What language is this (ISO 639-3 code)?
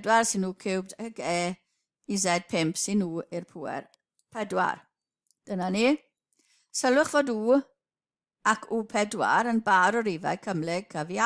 cym